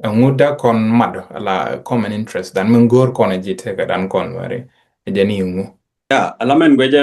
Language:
Nuer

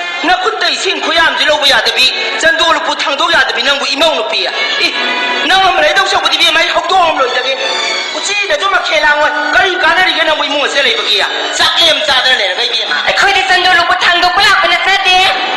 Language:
Manipuri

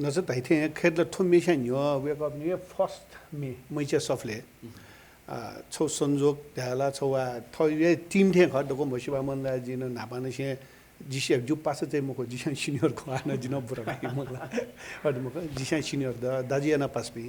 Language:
Newari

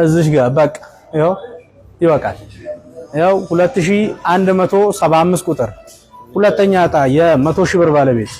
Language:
Amharic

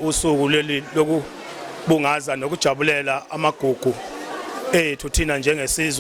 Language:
Zulu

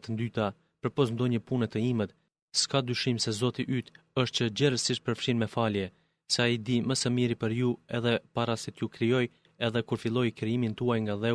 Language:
Albanian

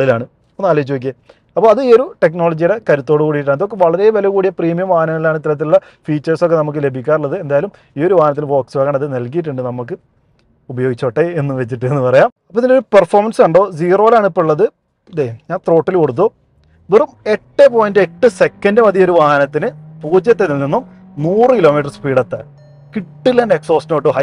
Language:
Malayalam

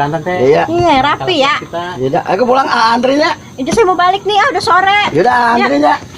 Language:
Betawi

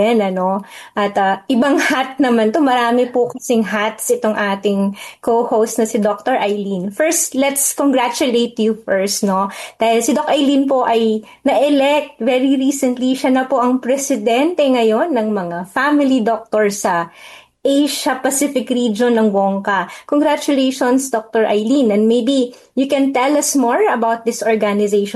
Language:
Filipino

